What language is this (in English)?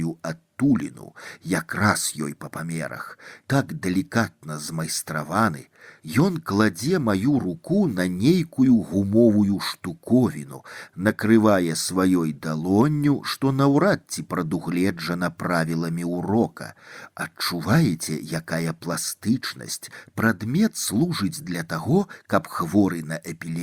Belarusian